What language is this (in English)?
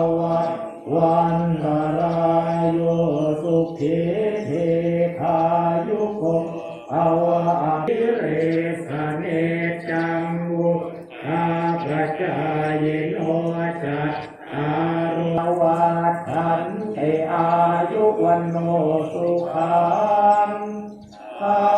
Pali